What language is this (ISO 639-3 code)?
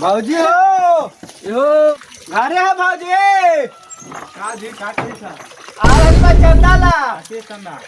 mag